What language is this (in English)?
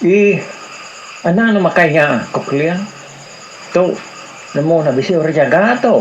Iban